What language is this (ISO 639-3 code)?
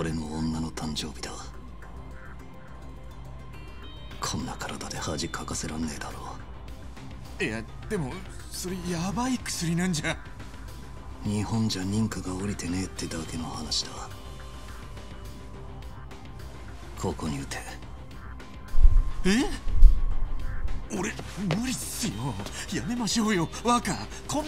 jpn